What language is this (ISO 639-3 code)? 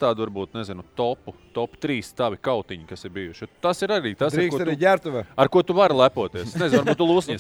lav